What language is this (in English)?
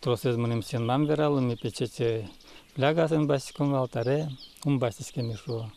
Udmurt